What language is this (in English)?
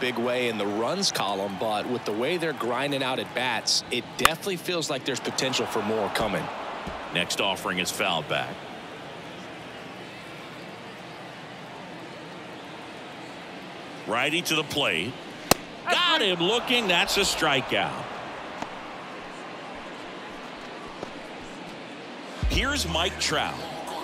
English